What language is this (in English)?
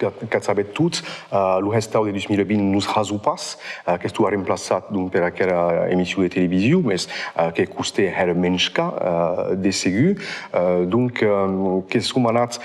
Occitan